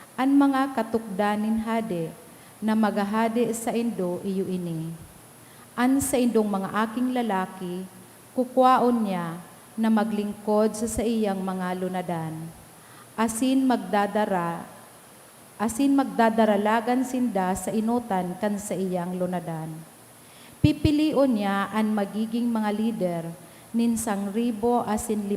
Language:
Bikol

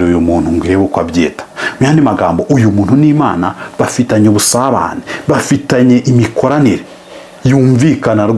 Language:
Kinyarwanda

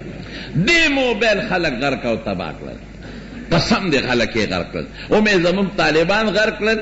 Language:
Pashto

